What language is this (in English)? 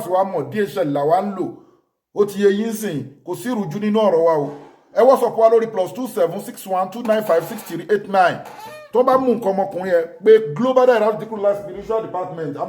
Yoruba